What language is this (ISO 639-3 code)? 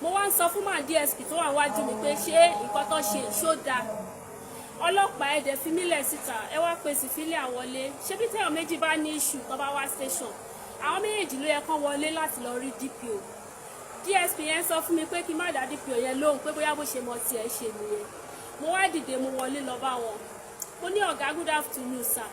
yor